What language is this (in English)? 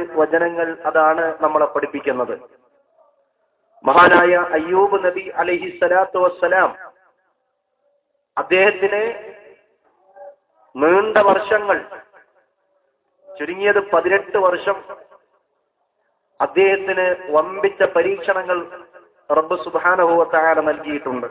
Malayalam